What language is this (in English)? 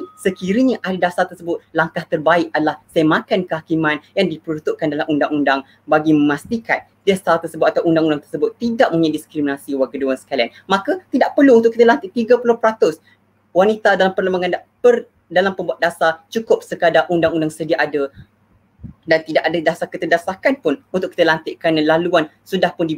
Malay